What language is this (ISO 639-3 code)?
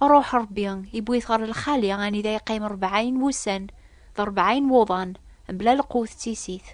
kab